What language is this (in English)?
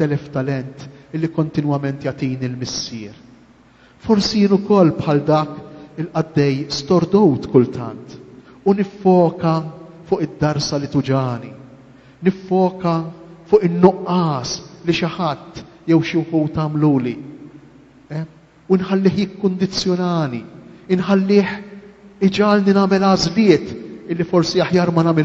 Maltese